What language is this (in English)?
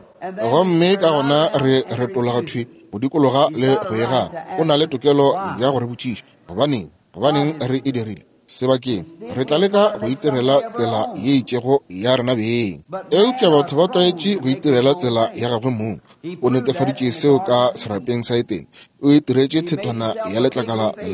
Northern Sotho